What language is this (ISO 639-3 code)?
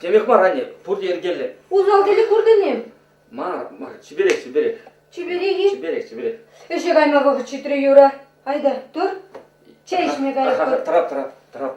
chv